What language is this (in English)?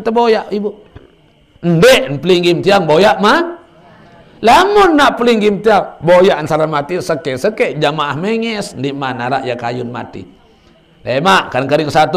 Sasak